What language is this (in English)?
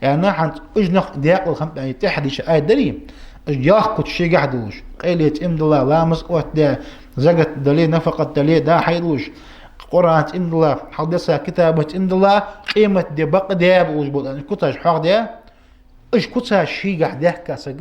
Ingush